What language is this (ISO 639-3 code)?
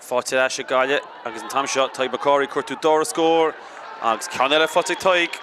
gle